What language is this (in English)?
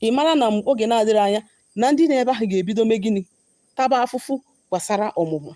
Igbo